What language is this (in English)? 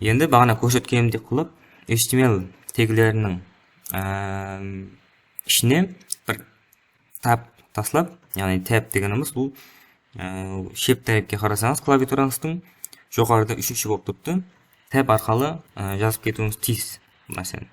Kara-Kalpak